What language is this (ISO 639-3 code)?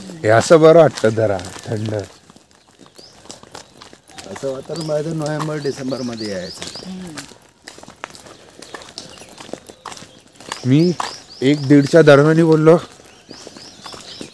mar